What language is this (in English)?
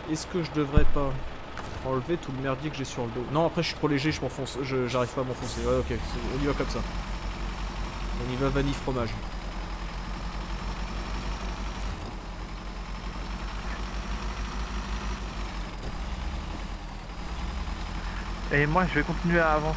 French